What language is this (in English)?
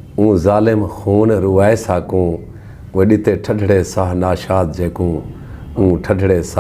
Saraiki